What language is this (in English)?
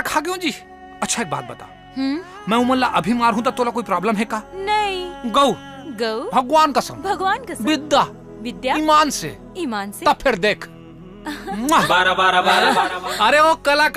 Chhattisgarhi